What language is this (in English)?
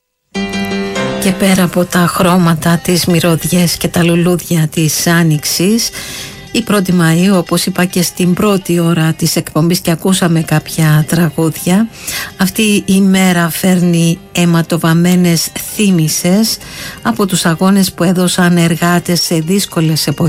Greek